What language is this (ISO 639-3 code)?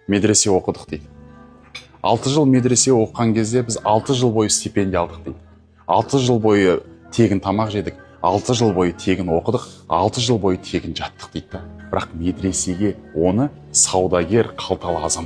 kaz